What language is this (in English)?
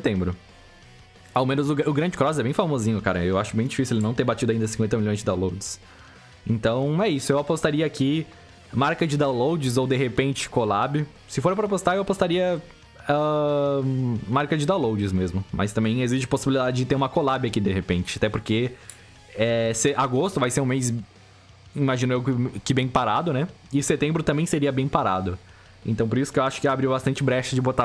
Portuguese